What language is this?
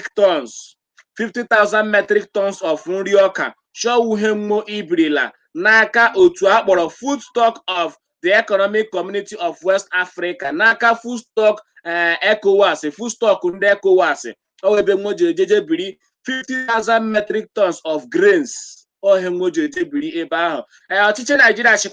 Igbo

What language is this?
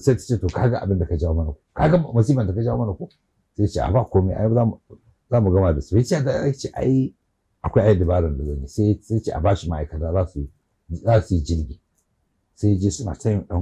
Hausa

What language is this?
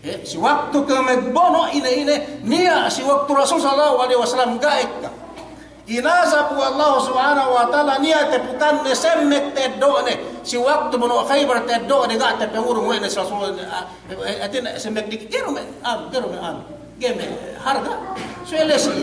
Yakan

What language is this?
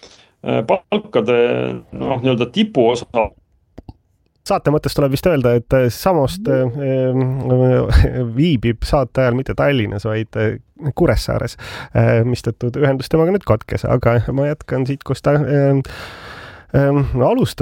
Estonian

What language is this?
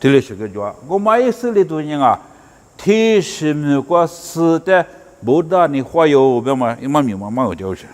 Lisu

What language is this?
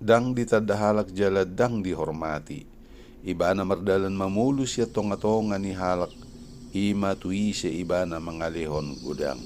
Batak Toba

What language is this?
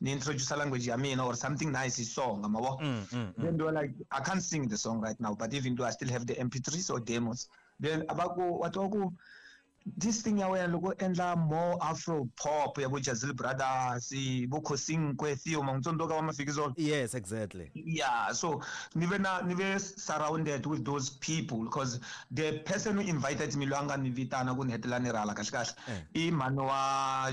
Tsonga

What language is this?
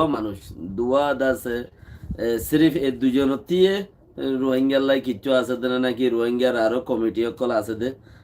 Rohingya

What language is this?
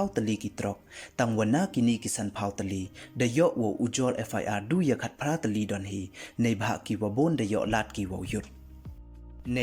Pnar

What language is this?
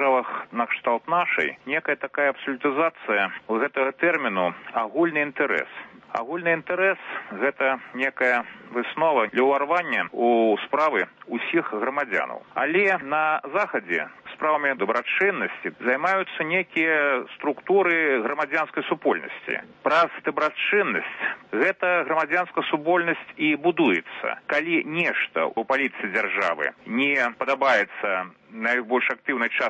Belarusian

